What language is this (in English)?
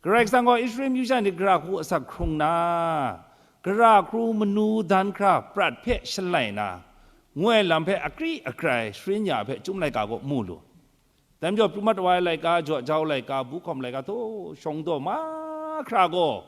Kachin